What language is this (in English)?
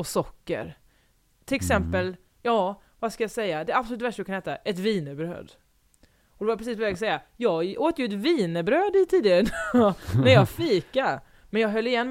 Swedish